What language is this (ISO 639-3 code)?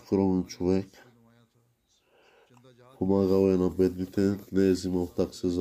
bul